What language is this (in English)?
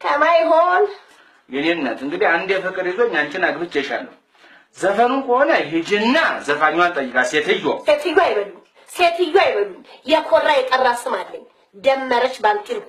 Amharic